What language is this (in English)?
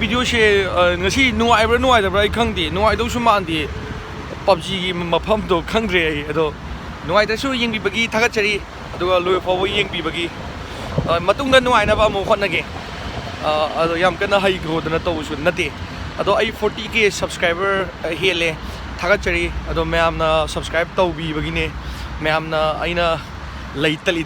Manipuri